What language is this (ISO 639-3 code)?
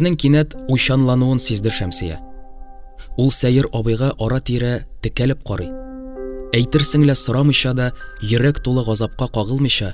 tat